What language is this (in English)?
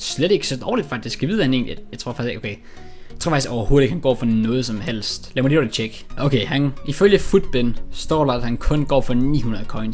Danish